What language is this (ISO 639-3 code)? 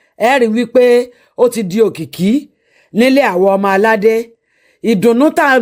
yor